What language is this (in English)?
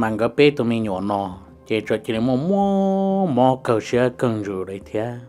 Hmong